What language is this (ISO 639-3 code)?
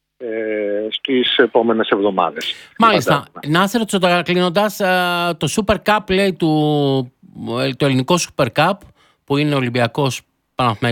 ell